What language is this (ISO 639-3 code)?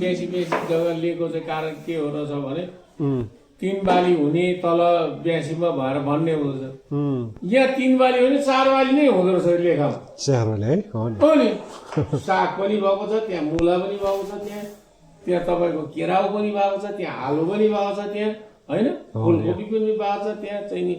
nep